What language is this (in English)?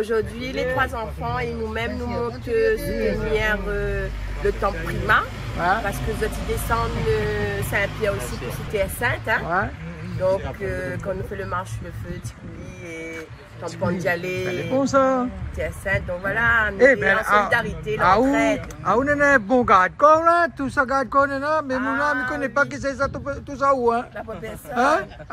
Réunion Creole French